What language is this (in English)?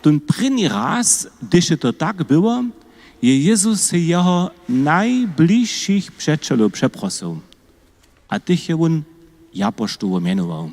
Upper Sorbian